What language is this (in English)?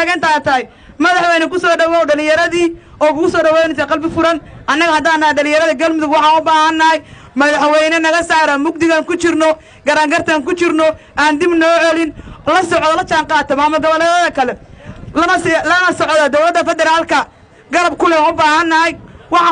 Somali